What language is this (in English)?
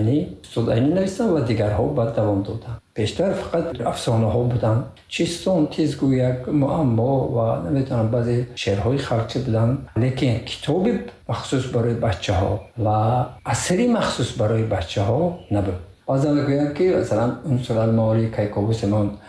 Tajik